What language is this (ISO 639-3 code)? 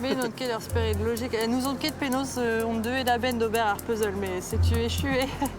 bre